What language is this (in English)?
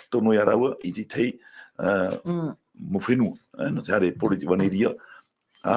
Tahitian